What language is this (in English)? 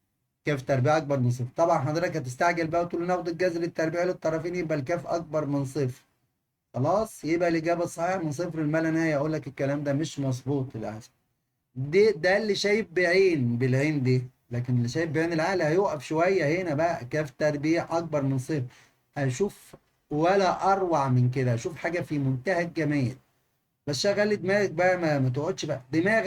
Egyptian Arabic